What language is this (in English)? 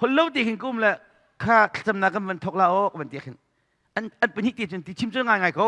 Hakha Chin